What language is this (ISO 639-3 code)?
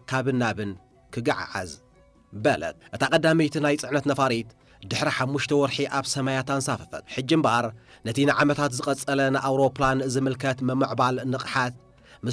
tir